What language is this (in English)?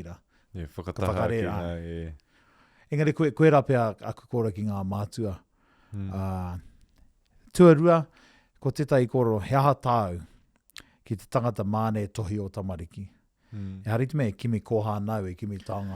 Māori